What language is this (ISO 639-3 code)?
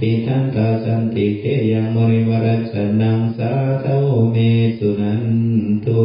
pli